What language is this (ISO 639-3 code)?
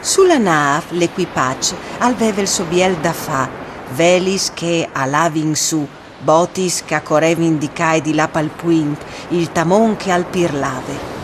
fur